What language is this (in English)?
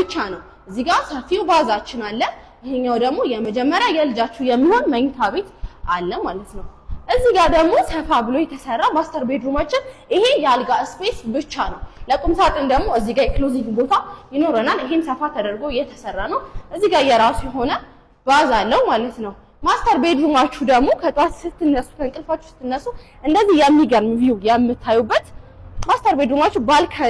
Amharic